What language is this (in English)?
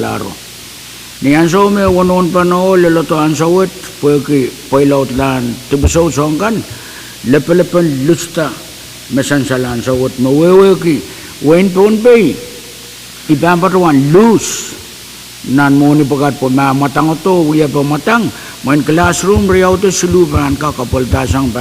Pohnpeian